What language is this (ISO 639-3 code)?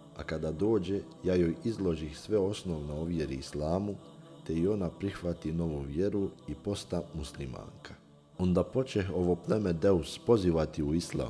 bos